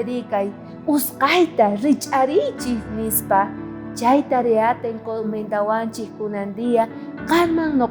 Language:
South Bolivian Quechua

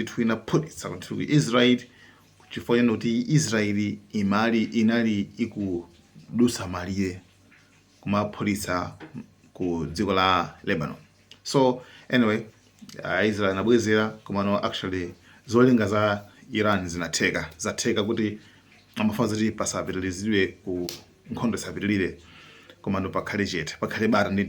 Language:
Nyanja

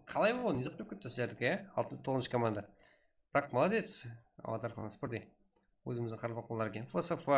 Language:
Kara-Kalpak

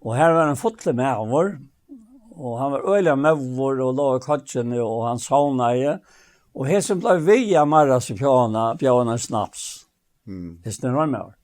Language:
Faroese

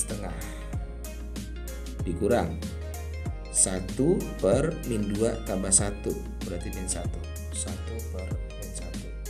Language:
Indonesian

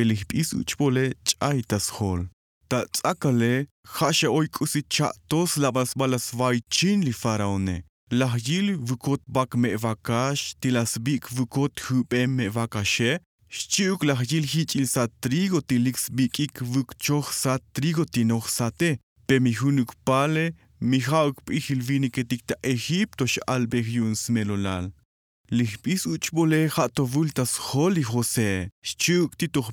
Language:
Tzotzil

